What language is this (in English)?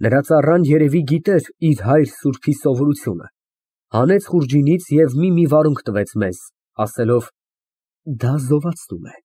Armenian